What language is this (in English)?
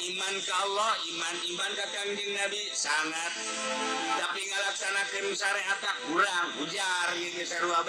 Sundanese